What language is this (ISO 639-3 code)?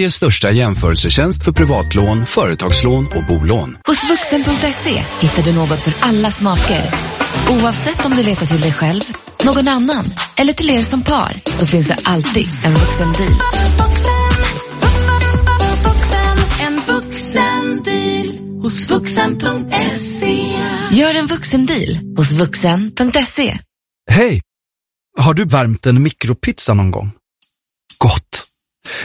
swe